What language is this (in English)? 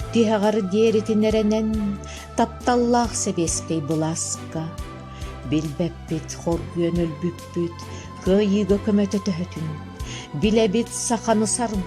Yakut